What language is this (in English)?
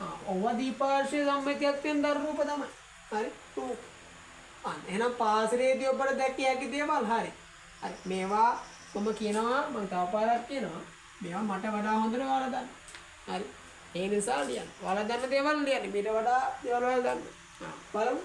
Sinhala